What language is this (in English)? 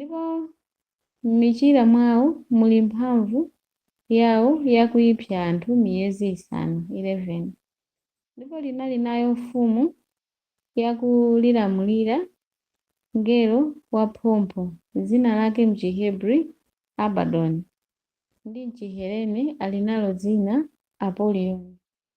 Nyanja